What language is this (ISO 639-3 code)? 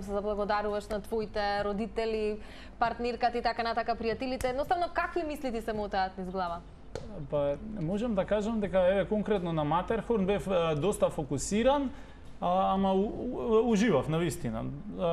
mkd